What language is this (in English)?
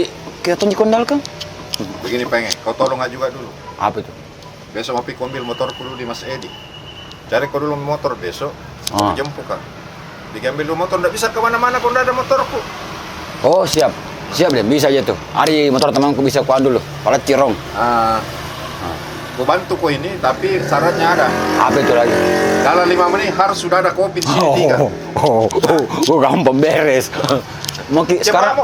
Makassar Malay